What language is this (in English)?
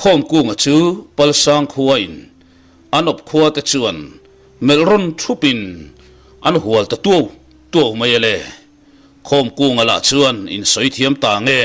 Mizo